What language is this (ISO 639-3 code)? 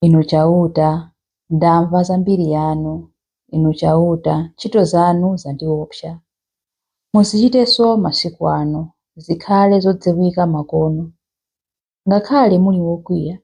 nya